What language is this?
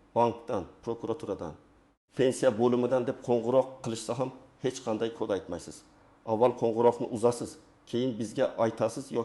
Uzbek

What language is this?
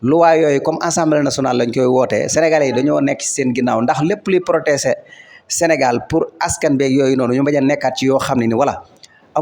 Wolof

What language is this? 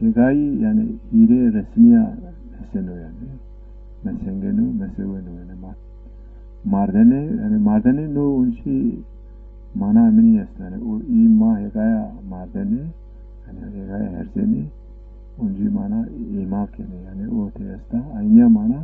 Zaza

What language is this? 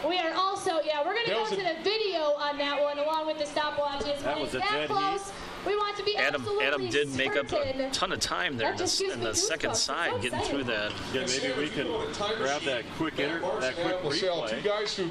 English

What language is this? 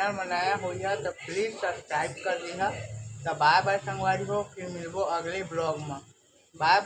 Chhattisgarhi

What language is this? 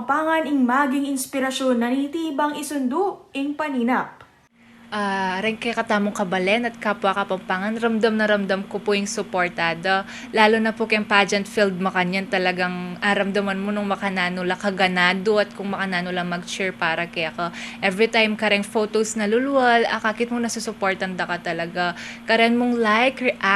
Pampanga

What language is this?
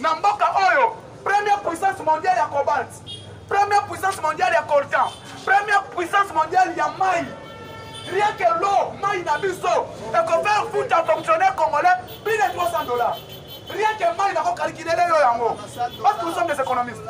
Lingala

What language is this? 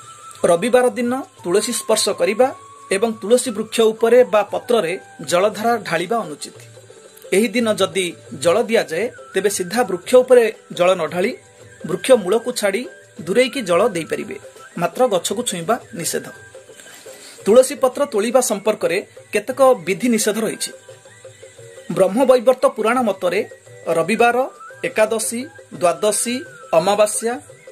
Odia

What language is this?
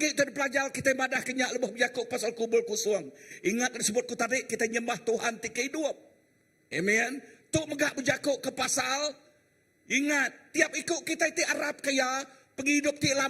Iban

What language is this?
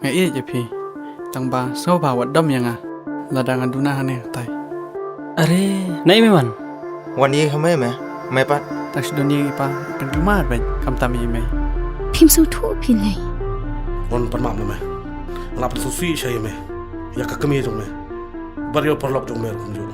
Khasi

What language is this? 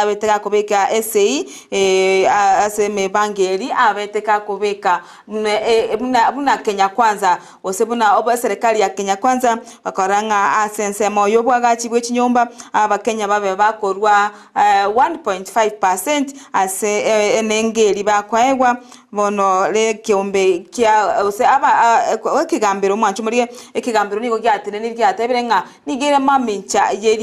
Gusii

